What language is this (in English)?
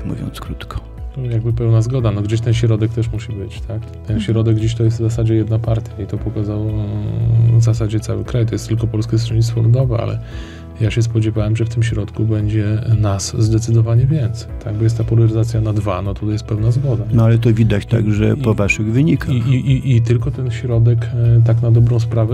Polish